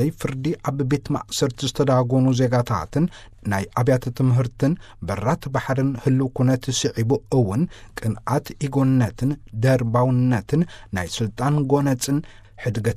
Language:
Tigrinya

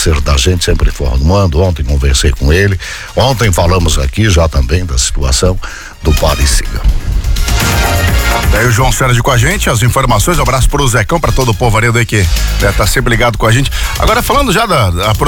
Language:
Portuguese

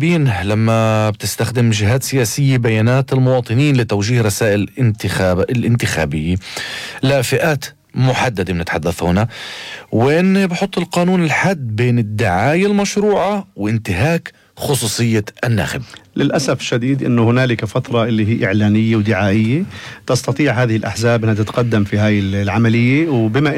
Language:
North Levantine Arabic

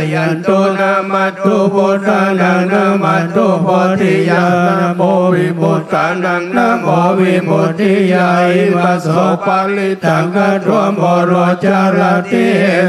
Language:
Pali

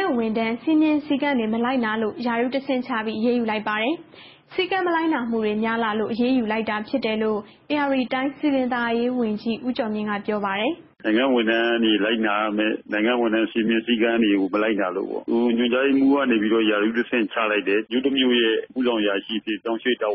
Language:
Burmese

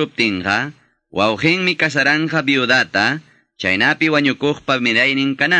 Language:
Quechua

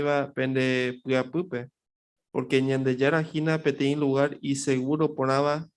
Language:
Guarani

